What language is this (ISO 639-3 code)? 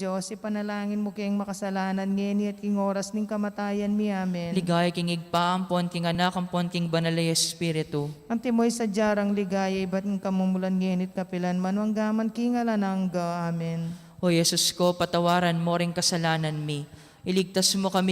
pam